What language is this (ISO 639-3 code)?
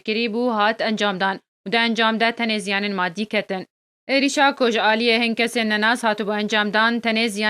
kur